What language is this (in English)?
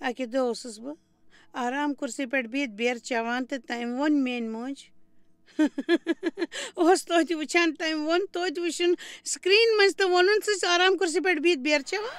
Kashmiri